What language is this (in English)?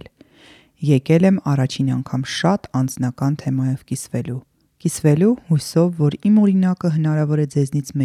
Armenian